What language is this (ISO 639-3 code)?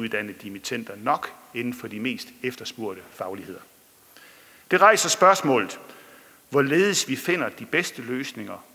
dan